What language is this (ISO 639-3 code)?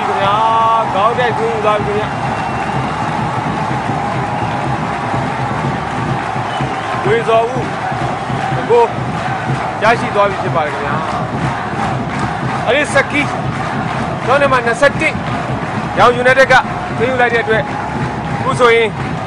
mya